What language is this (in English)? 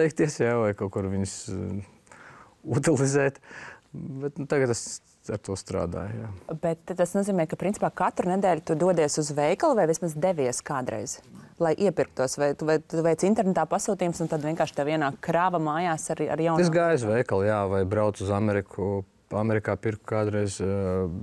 Latvian